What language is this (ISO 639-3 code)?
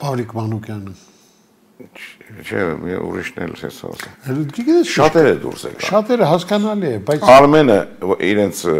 hye